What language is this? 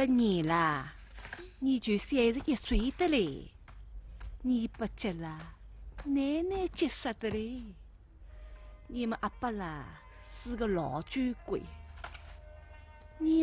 Wu Chinese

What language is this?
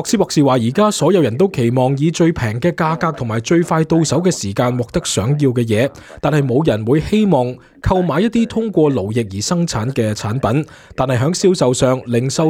Cantonese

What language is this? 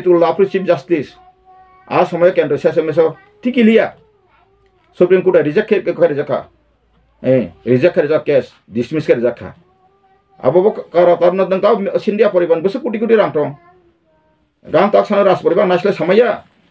Kok Borok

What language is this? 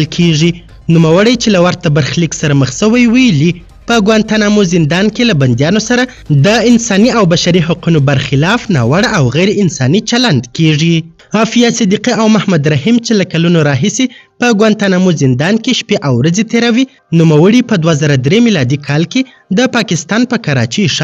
Pashto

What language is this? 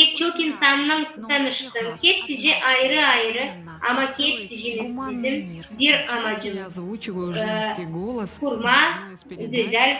Gagauz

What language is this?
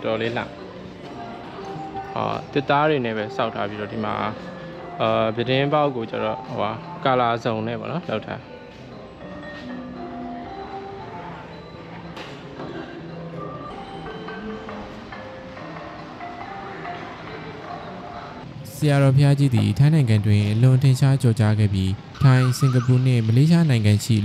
Burmese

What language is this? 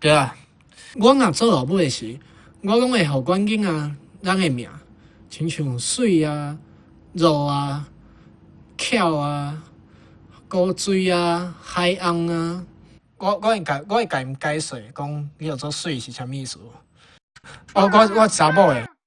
Min Nan Chinese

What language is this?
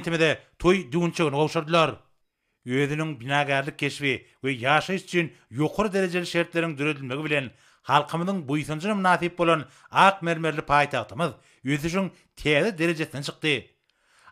Turkmen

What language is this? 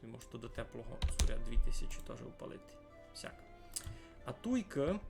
Rusyn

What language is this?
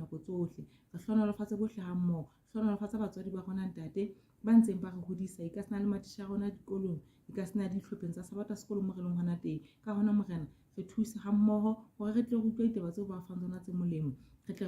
Southern Sotho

